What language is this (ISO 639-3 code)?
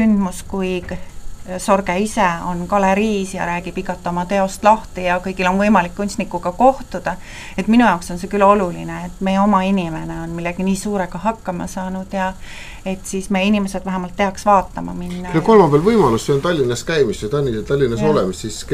est